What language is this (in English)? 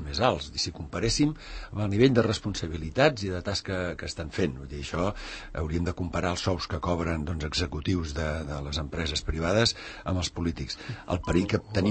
Catalan